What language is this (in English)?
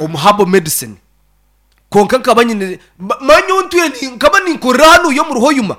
Nyankole